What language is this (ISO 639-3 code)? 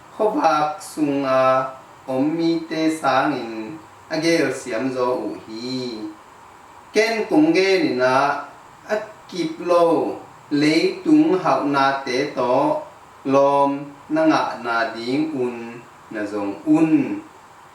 ctd